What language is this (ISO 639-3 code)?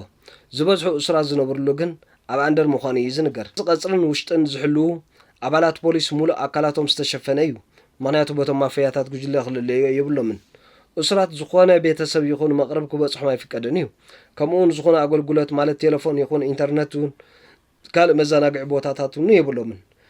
tir